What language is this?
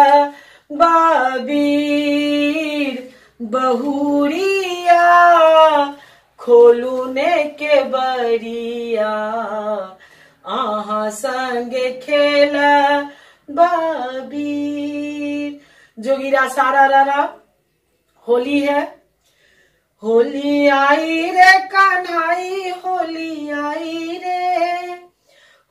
Maithili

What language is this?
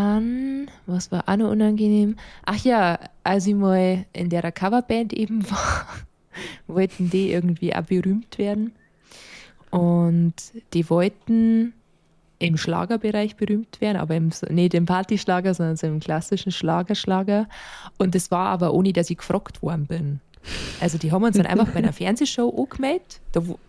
Bavarian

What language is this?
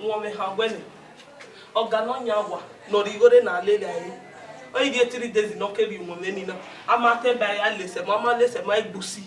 Bini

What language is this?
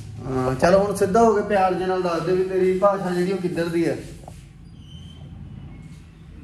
Punjabi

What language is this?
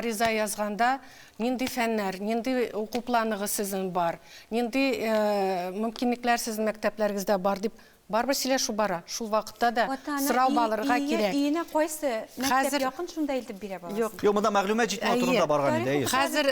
Tatar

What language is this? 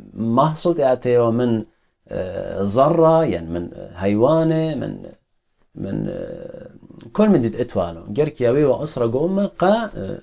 Assyrian Neo-Aramaic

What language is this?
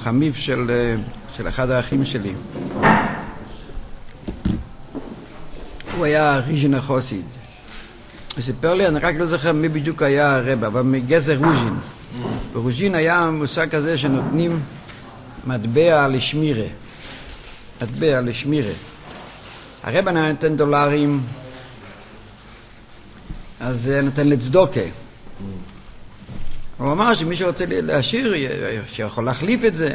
Hebrew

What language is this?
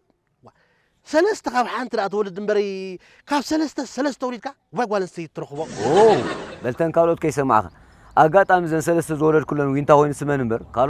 Tigrinya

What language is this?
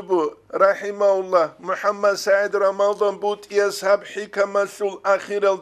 Avaric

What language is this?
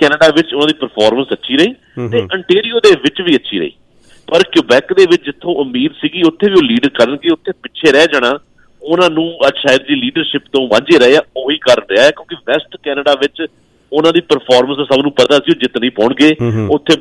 Punjabi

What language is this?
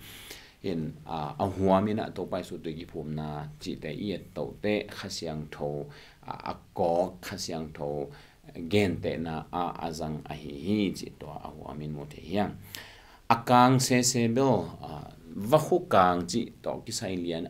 Tedim Chin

